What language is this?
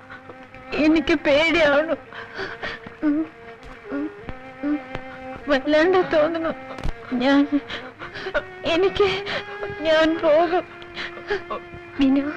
Malayalam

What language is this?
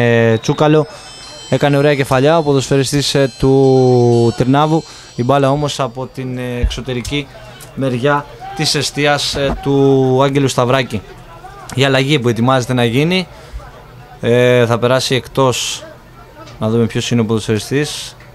Greek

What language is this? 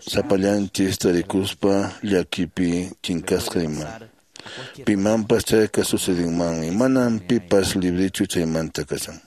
Quechua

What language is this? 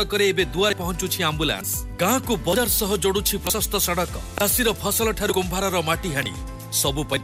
Odia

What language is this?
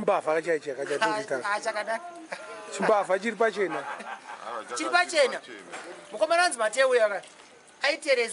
Shona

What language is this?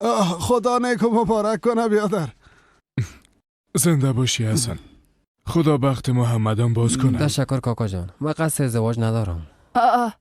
Persian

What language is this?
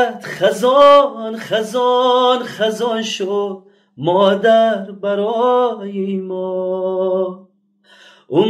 Tajik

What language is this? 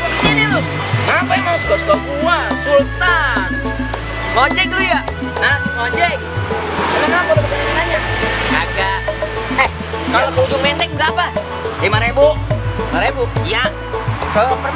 Betawi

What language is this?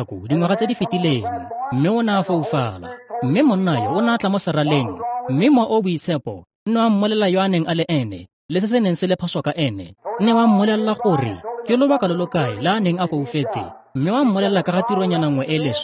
Tswana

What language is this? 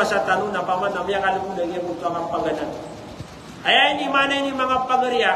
Maranao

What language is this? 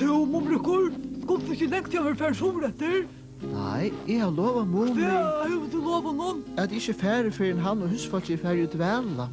Faroese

